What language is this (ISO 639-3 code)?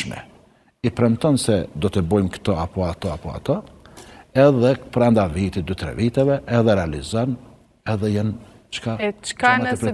sqi